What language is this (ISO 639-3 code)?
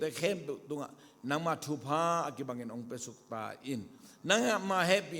ctd